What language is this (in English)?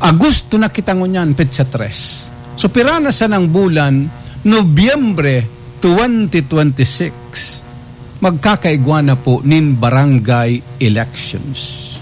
Bikol